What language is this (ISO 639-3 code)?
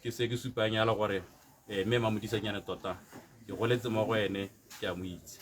tsn